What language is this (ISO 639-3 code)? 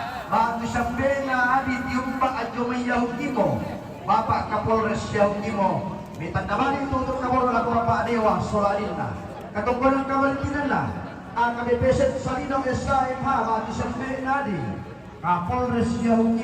sda